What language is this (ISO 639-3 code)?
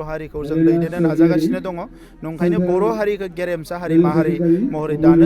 brx